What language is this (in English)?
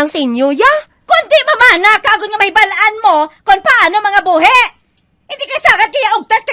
Hiligaynon